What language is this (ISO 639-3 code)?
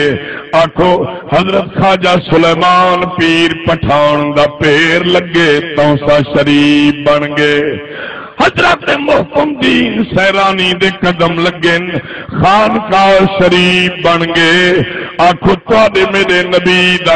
skr